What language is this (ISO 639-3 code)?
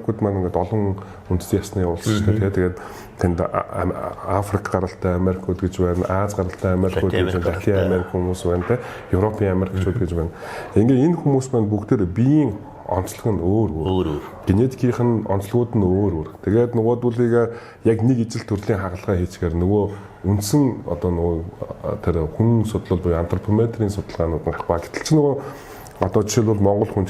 mon